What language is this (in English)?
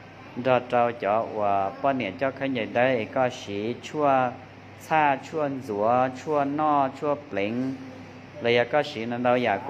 Hmong